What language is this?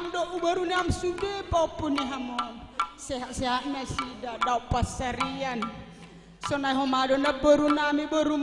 Batak Karo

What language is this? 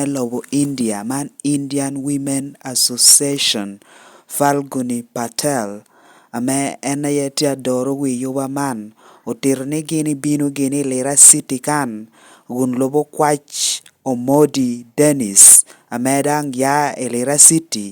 Lango (Uganda)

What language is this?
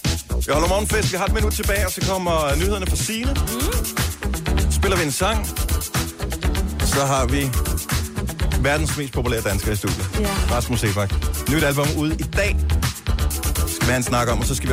Danish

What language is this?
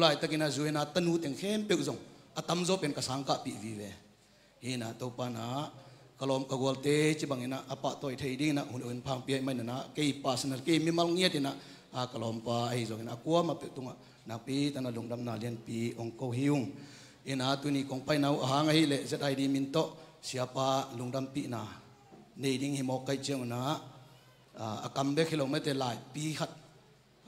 Tedim Chin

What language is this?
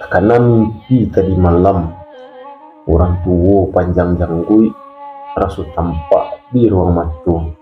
Minangkabau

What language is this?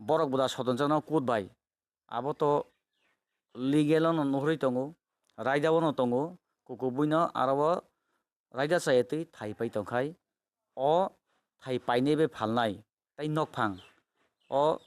Kok Borok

